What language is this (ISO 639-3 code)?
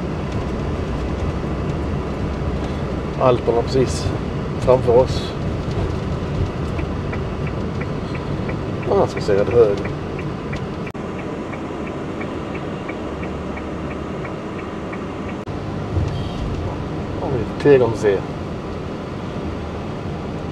swe